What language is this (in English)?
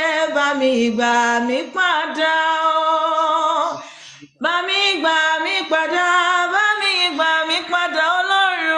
Yoruba